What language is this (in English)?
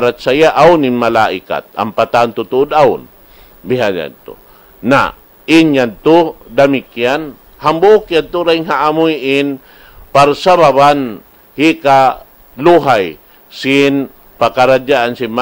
Tausug